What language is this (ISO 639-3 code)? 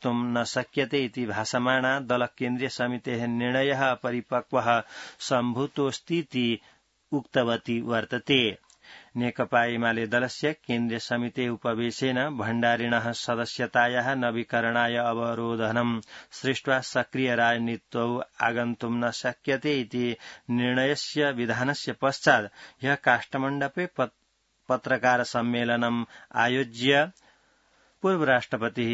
san